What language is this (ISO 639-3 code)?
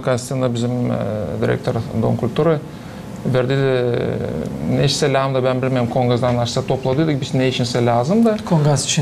gag